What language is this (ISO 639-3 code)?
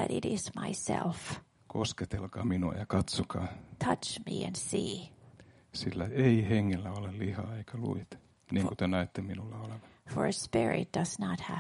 fin